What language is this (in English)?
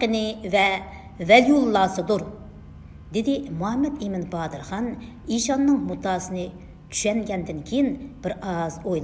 Uyghur